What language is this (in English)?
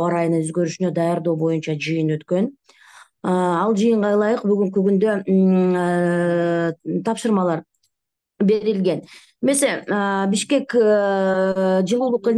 Kyrgyz